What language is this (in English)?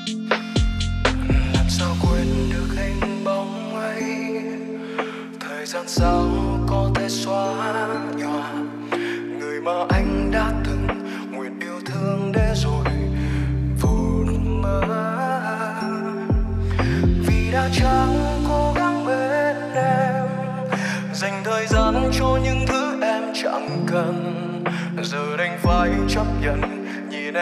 Vietnamese